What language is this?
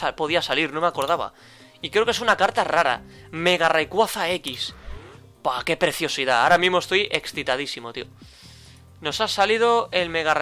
Spanish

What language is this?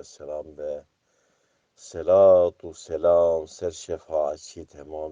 Kurdish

